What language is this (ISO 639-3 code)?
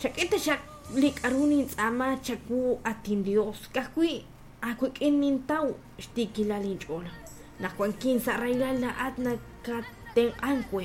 kek